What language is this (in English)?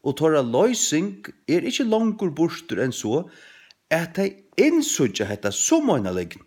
Faroese